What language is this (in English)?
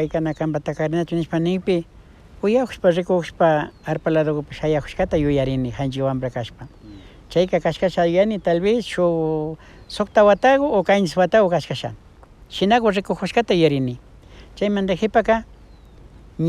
Imbabura Highland Quichua